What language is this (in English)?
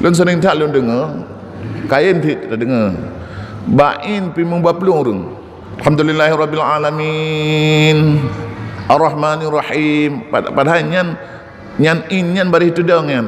Achinese